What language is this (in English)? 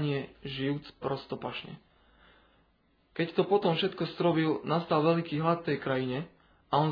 Slovak